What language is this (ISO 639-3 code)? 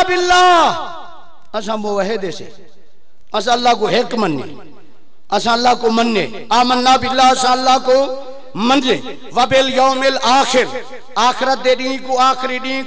skr